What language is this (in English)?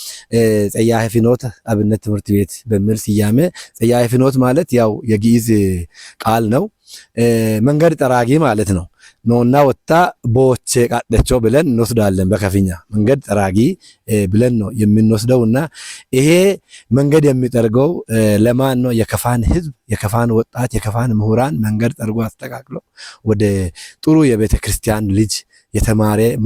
Amharic